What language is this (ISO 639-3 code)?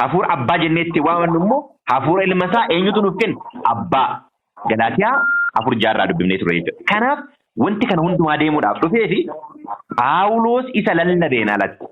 orm